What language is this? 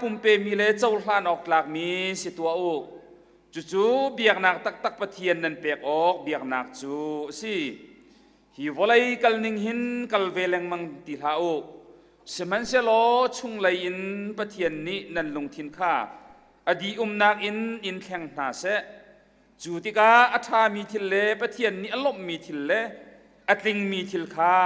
Hakha Chin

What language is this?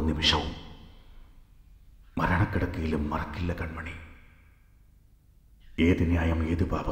Malayalam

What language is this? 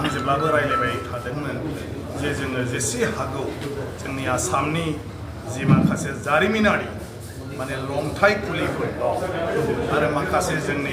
Bodo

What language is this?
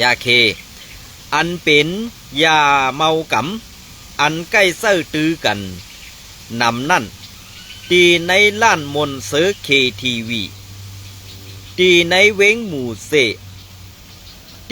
Shan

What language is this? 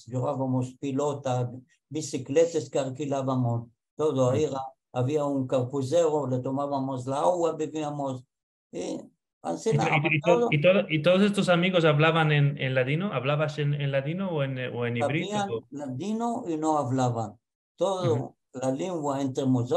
Ladino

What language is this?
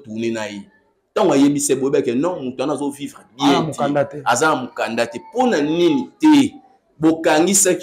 Lingala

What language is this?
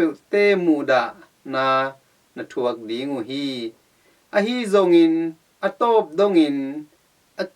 Tedim Chin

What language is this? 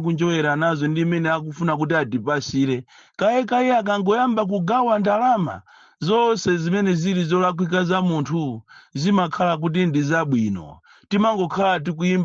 Nyanja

